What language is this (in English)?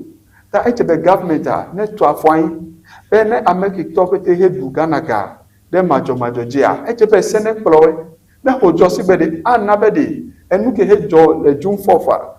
Ewe